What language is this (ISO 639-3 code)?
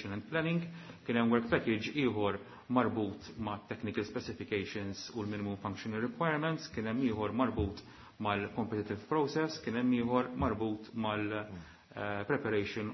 mlt